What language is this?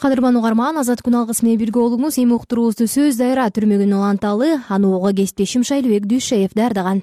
Kyrgyz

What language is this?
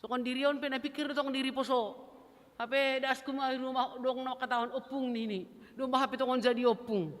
Batak Simalungun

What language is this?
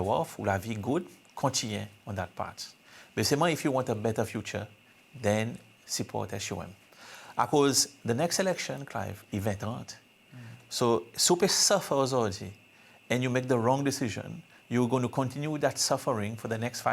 Seselwa Creole French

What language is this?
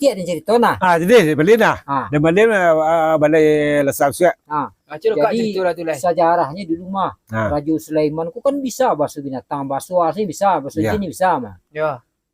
Minangkabau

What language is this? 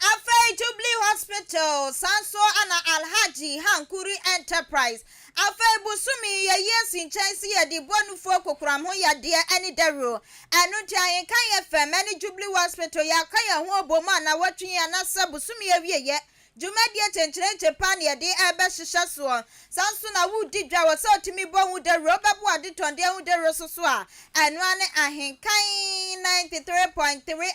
Akan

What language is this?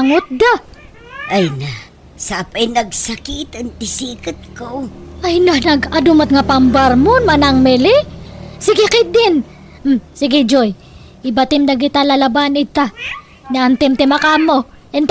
Iloko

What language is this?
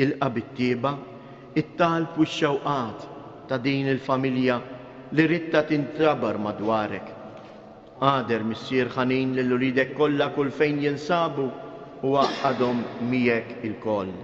Maltese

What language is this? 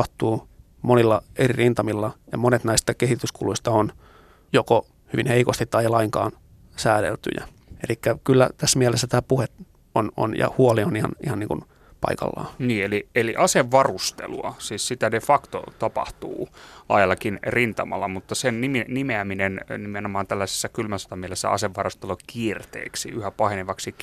Finnish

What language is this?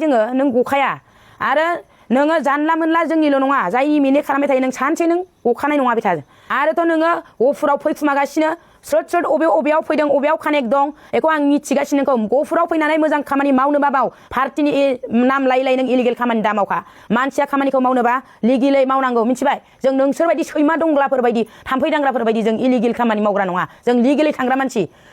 Bodo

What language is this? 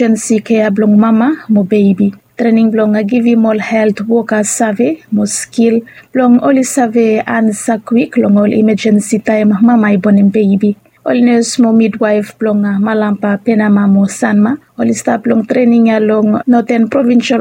Bislama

